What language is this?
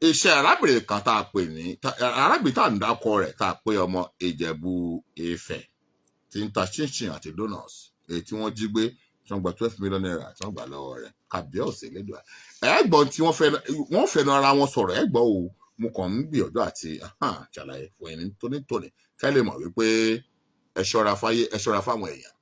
Yoruba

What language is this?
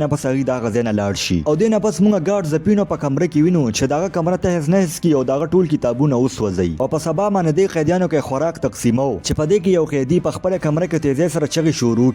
Pashto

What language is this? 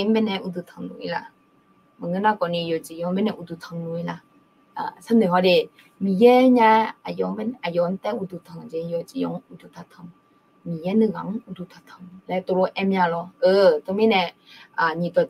Akha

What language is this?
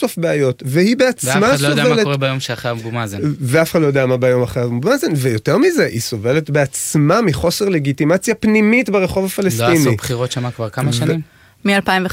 Hebrew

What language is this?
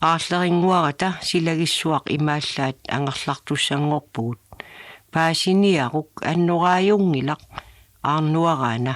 Kalaallisut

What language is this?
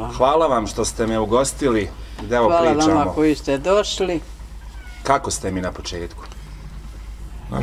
Bosnian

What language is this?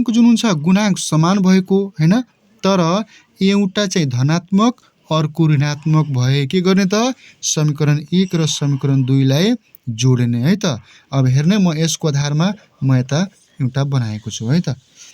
Nepali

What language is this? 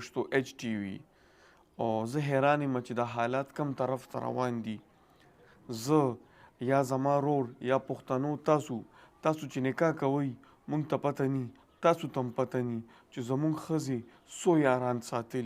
Pashto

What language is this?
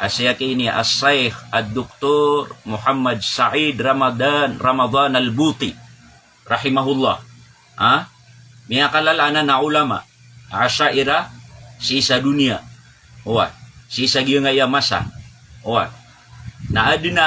Maranao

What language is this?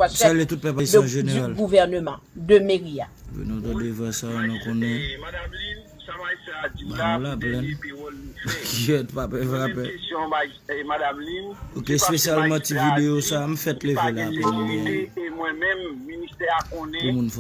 Haitian Creole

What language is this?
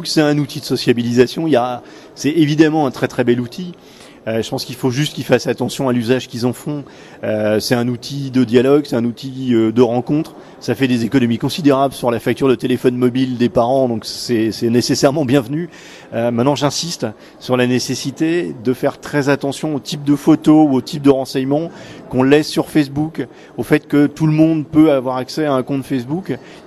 French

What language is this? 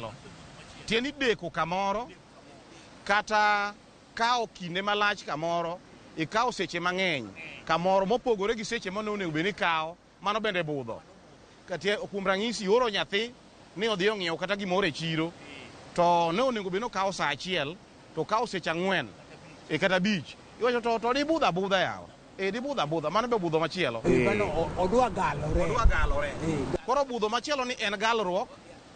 Luo (Kenya and Tanzania)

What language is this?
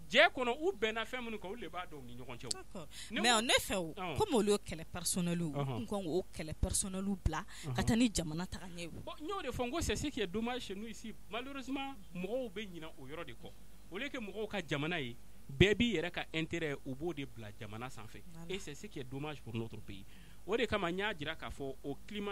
Bambara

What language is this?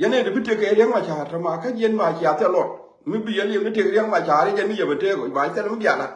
Nuer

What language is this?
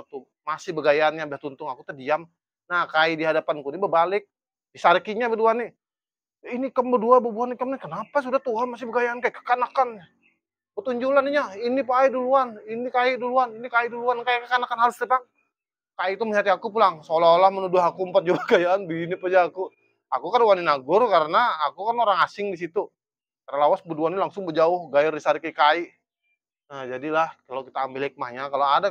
Banjar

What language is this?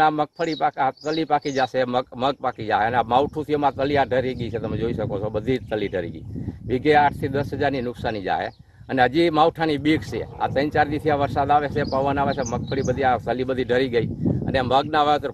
Gujarati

